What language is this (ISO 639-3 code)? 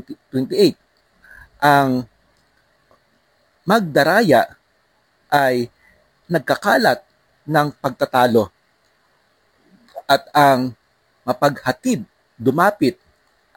fil